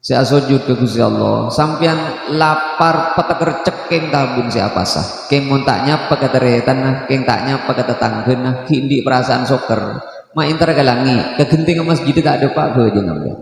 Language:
Madurese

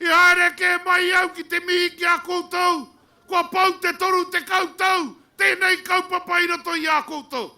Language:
Māori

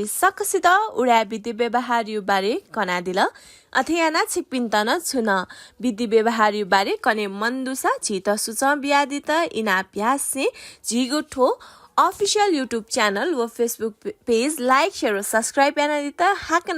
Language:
Newari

